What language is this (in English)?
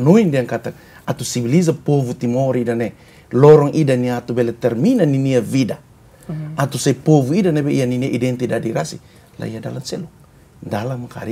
Tetum